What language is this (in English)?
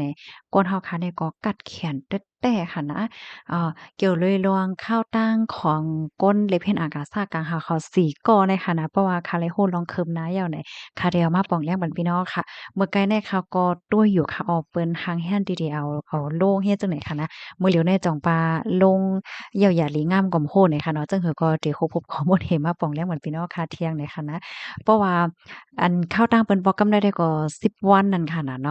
Shan